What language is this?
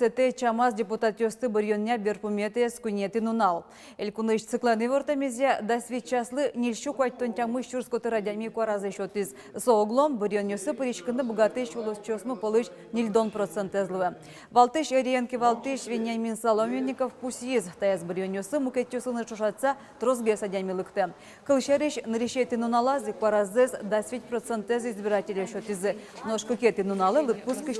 Udmurt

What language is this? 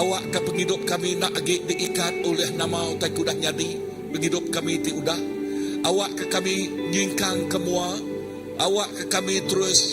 Iban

